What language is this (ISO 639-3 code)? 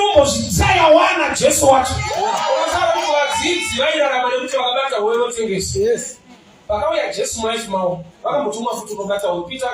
sna